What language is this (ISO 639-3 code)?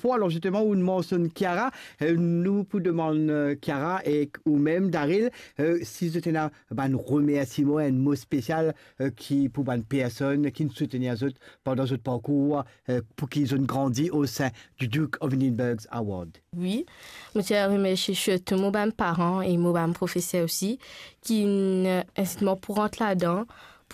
mfe